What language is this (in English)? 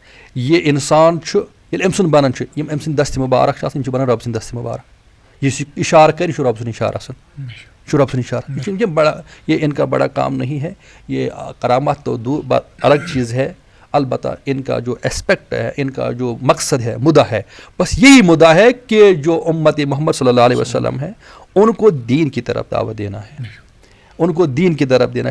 Kashmiri